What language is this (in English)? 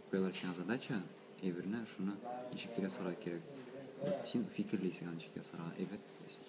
Tatar